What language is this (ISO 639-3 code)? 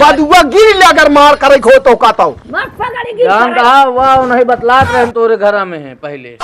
awa